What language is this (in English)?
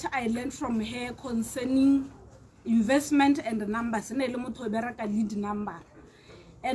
Tswana